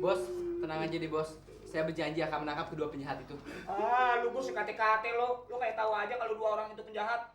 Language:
Betawi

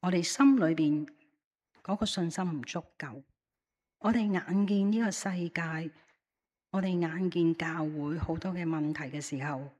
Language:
Cantonese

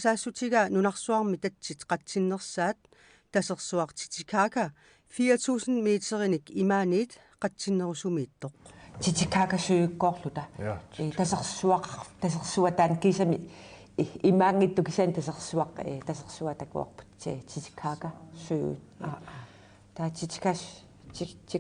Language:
Kalaallisut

